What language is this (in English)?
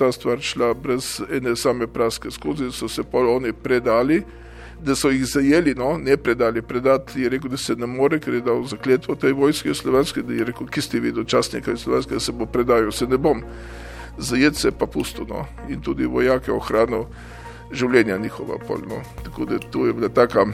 Slovenian